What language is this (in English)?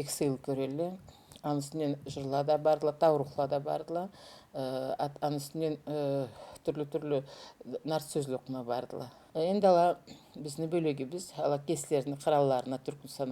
Karachay-Balkar